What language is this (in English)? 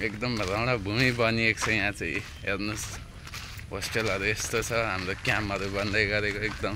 Nepali